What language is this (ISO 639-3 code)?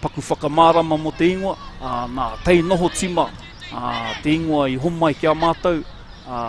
mri